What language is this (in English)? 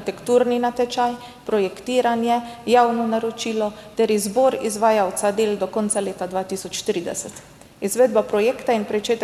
Slovenian